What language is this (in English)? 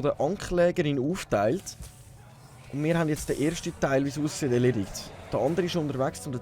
Swiss German